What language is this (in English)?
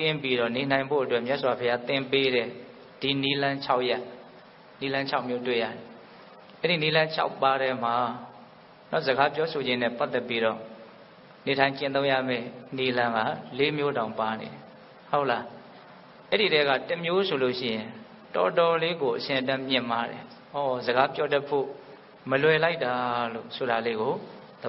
Burmese